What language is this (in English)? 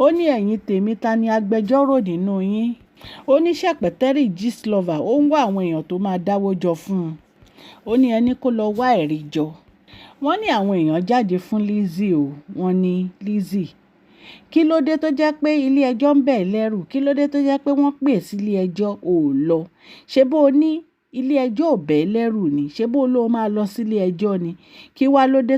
Yoruba